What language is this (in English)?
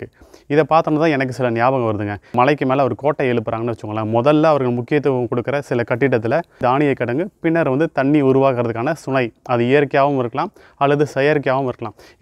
Tamil